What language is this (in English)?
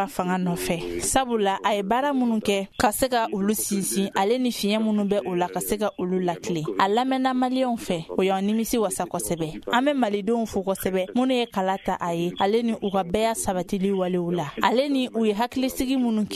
Bambara